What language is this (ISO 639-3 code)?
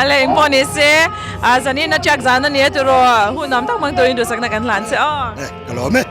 lus